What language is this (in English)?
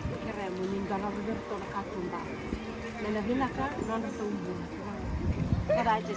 Fijian